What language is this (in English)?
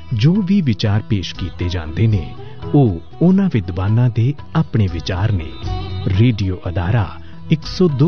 Punjabi